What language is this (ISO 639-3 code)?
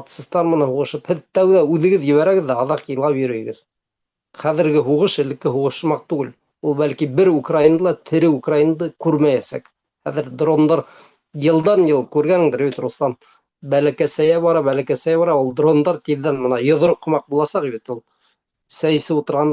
bak